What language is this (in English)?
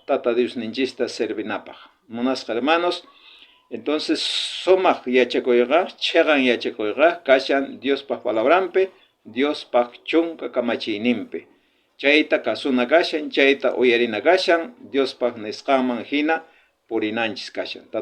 South Bolivian Quechua